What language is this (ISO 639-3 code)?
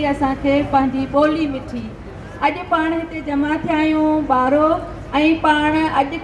snd